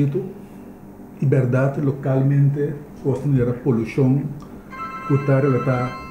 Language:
Papiamento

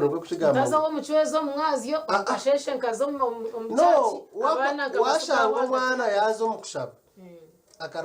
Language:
Nyankole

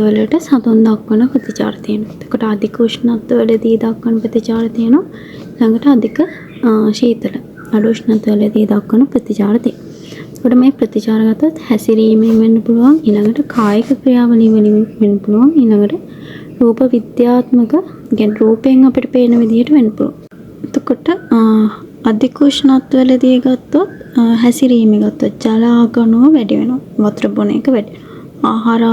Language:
Sinhala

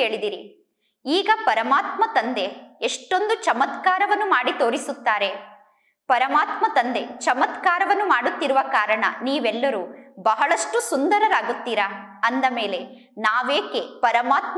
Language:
Kannada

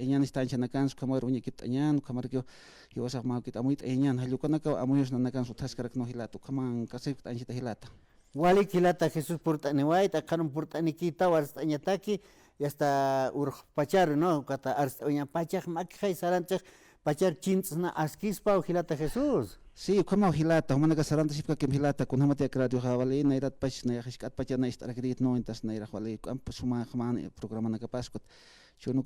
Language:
Aymara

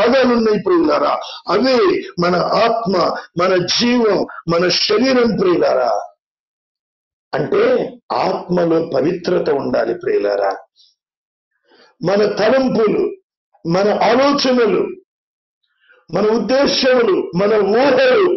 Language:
Telugu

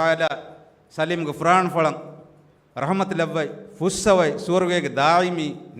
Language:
Divehi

